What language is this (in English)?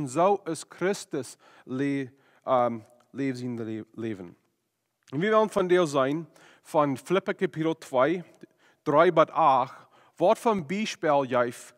Plautdietsch